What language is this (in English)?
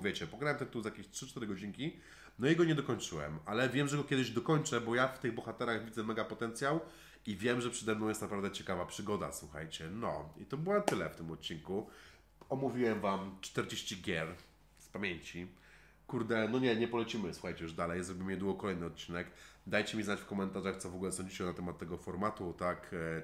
Polish